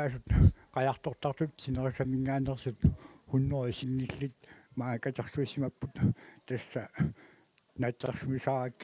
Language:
Kalaallisut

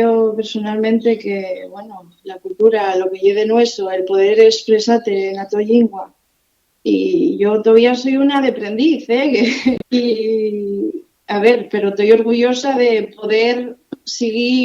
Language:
Asturian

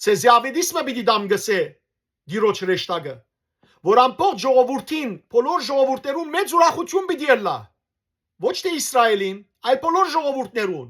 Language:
Western Armenian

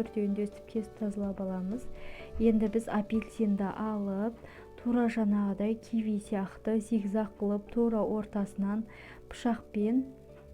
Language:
Kazakh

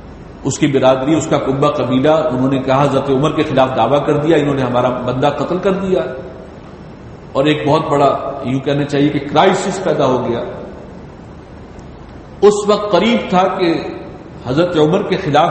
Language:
Urdu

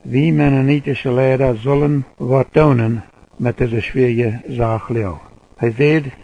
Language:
Plautdietsch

